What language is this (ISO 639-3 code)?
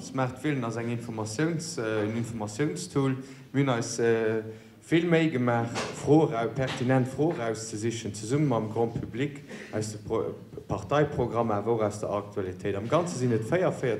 ltz